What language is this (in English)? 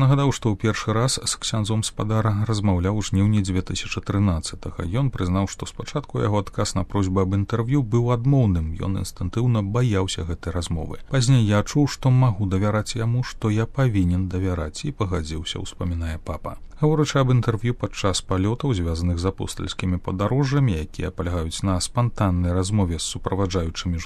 Belarusian